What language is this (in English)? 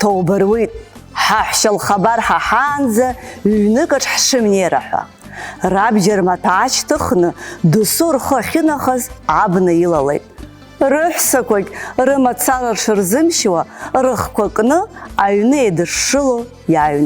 Abkhazian